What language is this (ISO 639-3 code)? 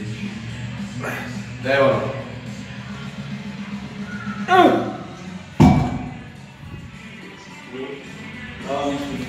ces